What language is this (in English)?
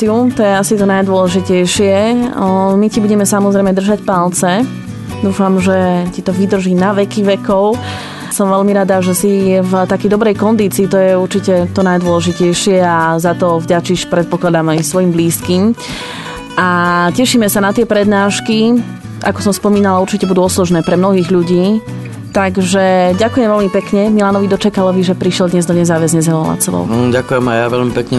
Slovak